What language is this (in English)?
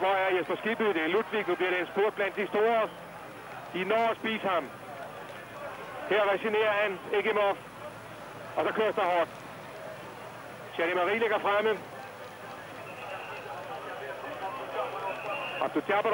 Danish